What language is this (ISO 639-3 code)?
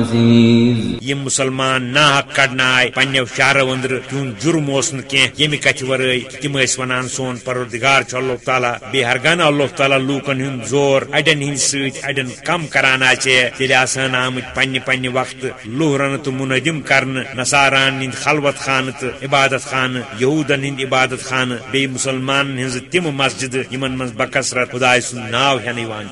kas